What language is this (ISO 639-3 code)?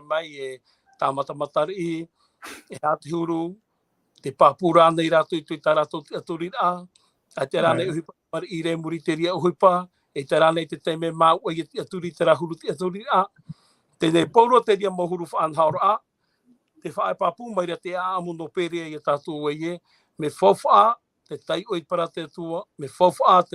tah